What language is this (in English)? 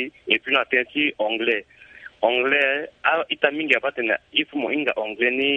Sango